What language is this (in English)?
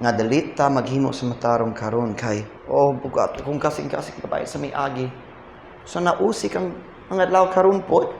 Cebuano